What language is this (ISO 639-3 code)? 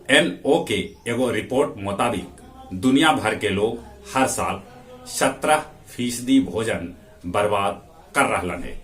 mag